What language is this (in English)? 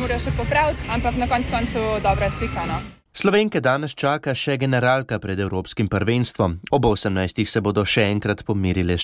Slovenian